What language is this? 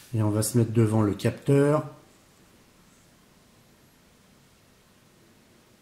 French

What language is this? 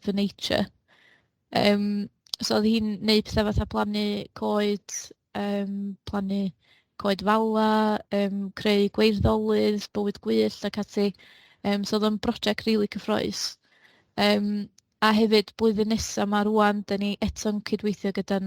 Welsh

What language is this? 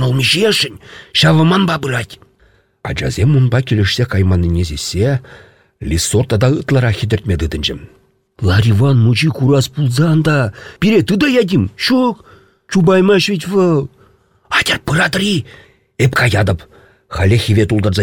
Chuvash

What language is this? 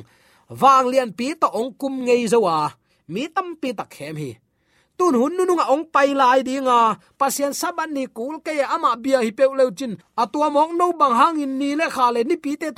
Tedim Chin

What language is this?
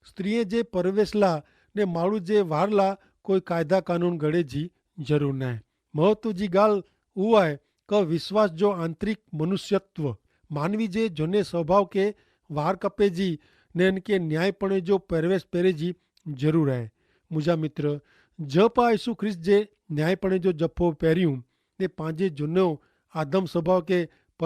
Kachhi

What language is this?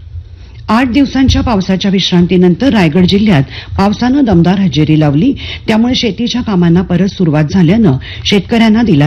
Marathi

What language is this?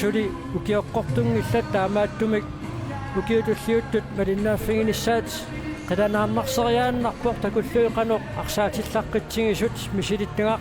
Kalaallisut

